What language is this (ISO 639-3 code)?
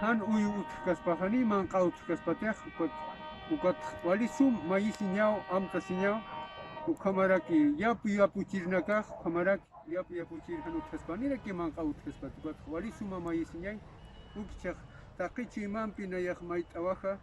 aym